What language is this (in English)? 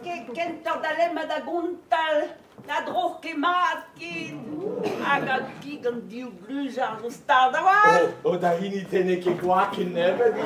Breton